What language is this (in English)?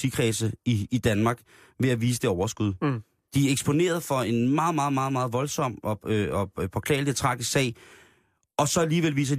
Danish